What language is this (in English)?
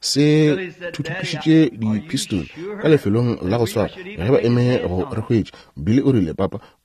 Northern Sotho